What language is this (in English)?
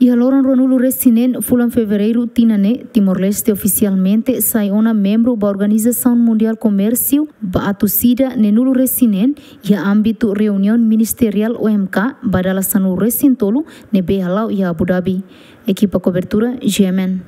Tetum